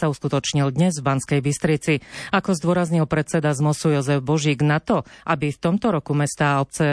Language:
Slovak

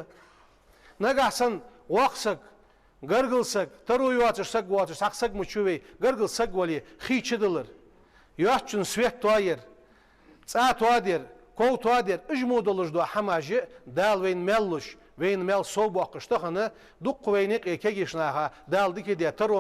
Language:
Ingush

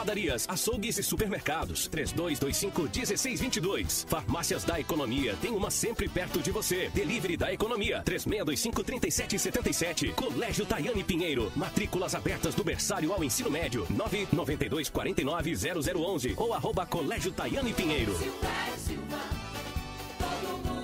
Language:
Portuguese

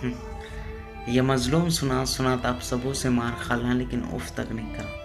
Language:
Chhattisgarhi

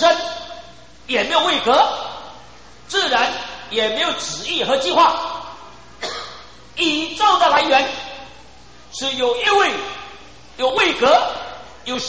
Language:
Chinese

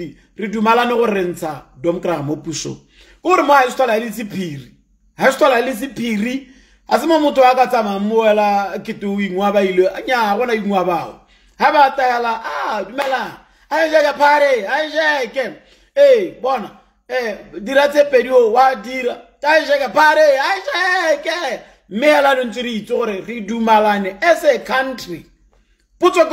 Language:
Tswana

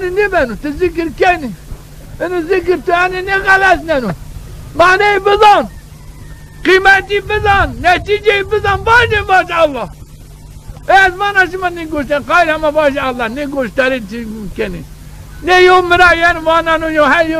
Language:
Zaza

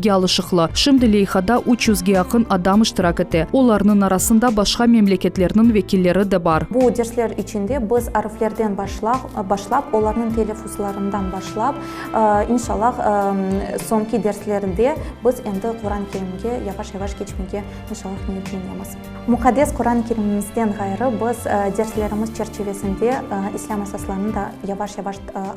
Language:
Crimean Tatar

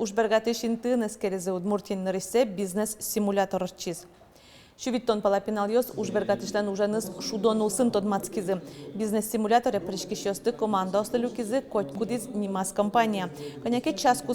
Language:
Udmurt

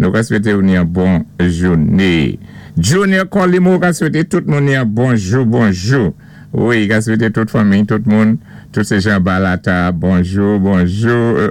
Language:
Saint Lucian Creole French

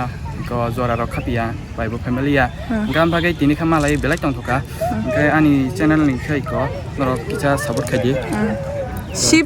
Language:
Kok Borok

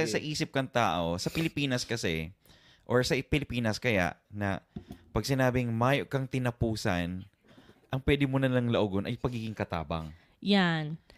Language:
Bikol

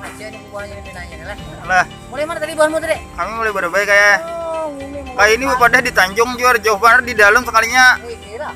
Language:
Banjar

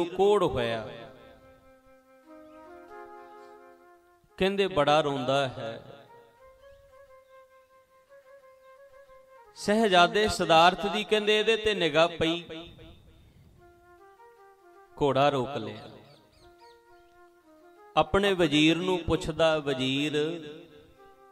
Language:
Punjabi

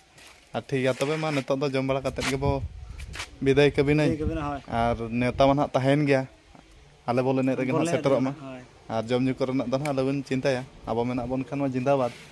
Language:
Santali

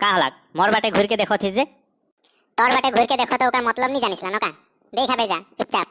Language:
Sadri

